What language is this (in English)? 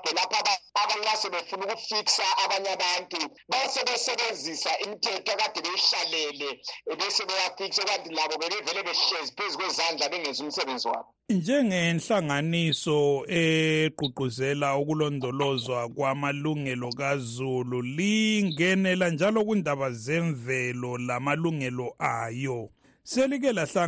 North Ndebele